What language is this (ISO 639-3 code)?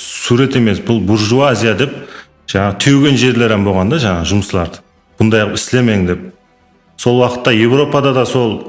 kaa